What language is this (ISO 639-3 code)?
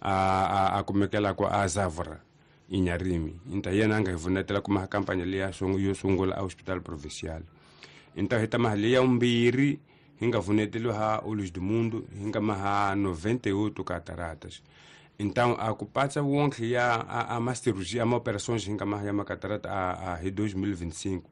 tso